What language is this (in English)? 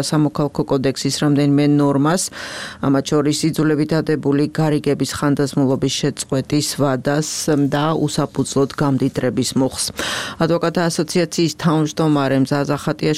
Georgian